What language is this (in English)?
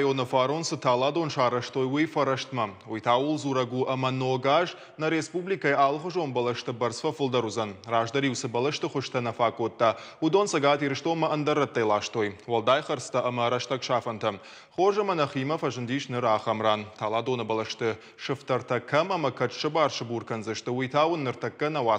Ossetic